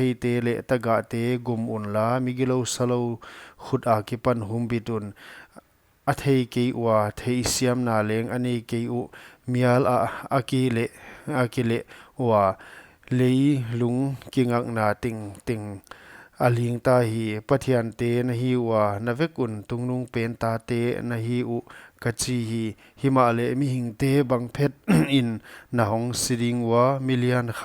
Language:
Paite Chin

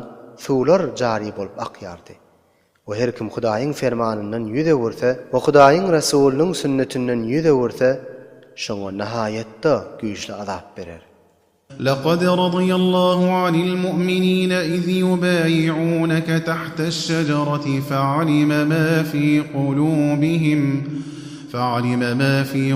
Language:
Turkmen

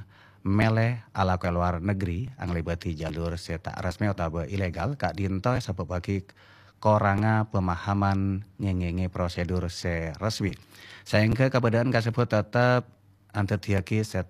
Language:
Madurese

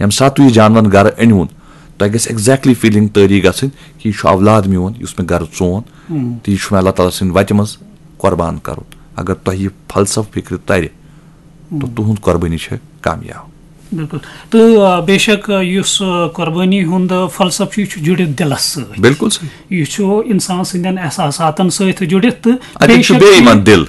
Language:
Kashmiri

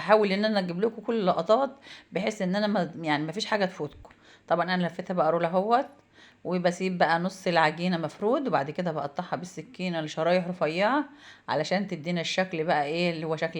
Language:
Egyptian Arabic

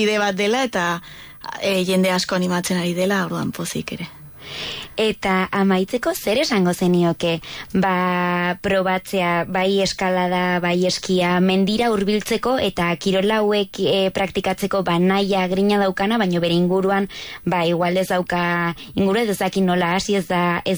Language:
Basque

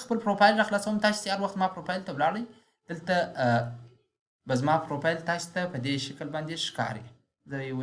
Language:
Pashto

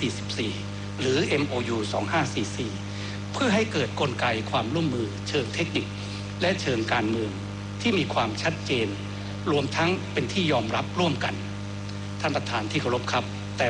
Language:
Thai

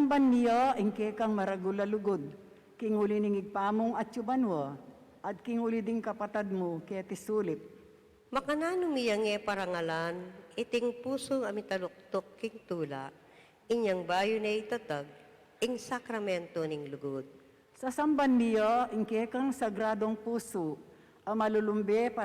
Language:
Pampanga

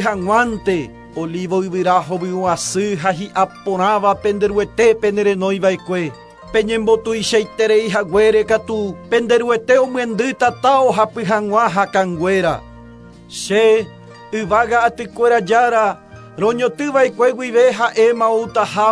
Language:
Guarani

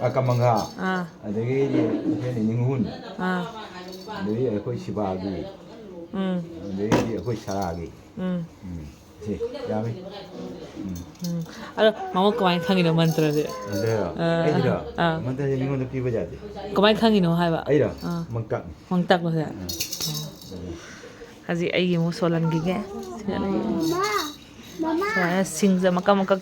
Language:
Manipuri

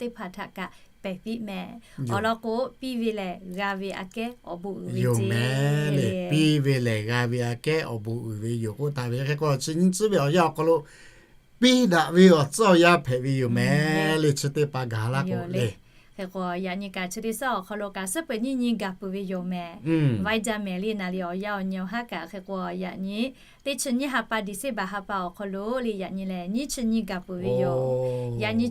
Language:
Lahu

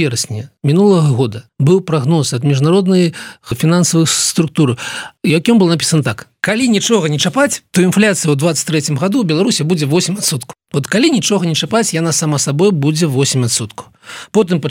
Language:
Belarusian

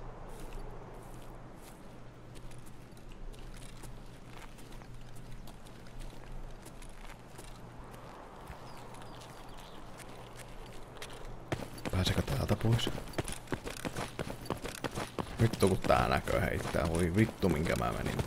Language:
Finnish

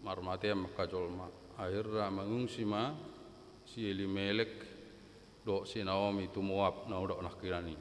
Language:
Batak Toba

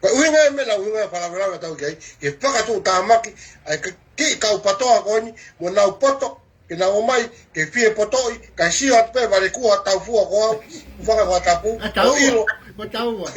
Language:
Tongan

